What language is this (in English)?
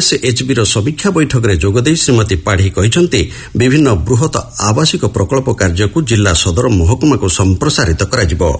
Odia